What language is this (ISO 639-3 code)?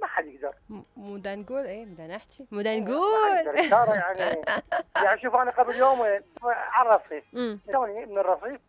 acm